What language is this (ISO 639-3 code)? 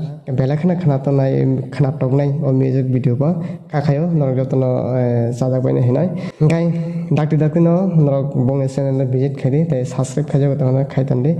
trp